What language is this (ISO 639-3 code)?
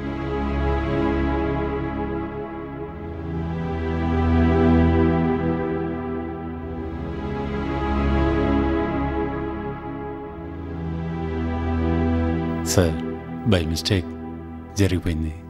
tel